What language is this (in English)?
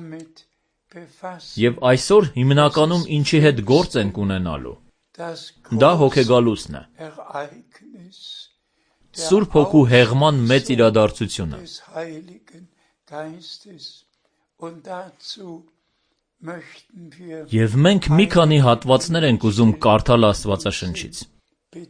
Armenian